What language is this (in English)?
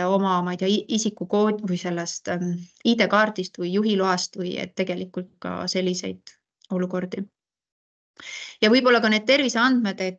Estonian